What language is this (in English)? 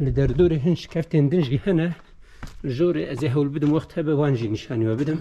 Kurdish